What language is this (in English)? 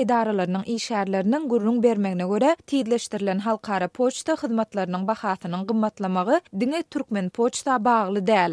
Turkmen